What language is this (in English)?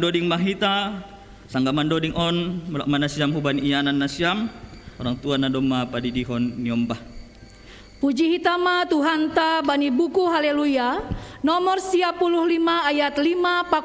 Batak Simalungun